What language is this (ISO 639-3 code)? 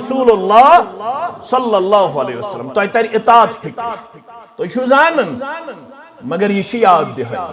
kas